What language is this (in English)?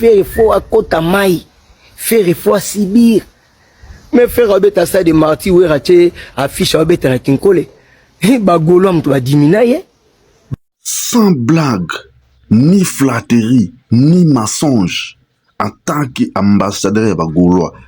Lingala